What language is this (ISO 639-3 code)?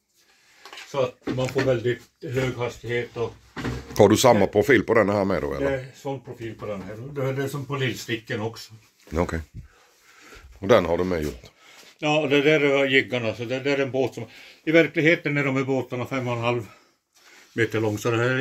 swe